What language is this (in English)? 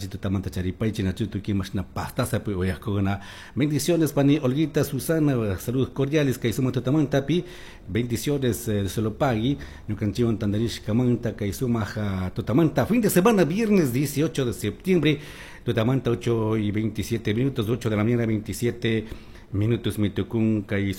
Chimborazo Highland Quichua